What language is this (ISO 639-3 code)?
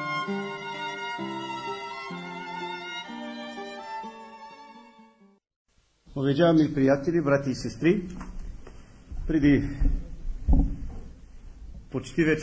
bul